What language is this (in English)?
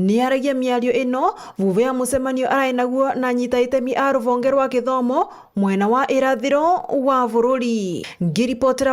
Meru